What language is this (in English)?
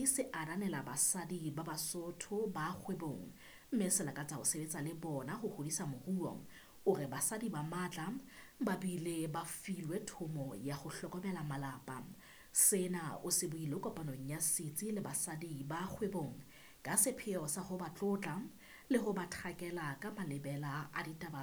Southern Sotho